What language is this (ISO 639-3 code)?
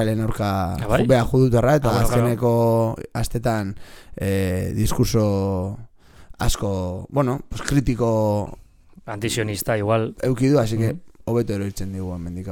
eus